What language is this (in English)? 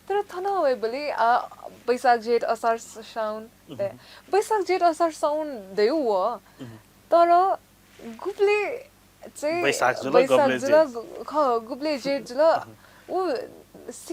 Newari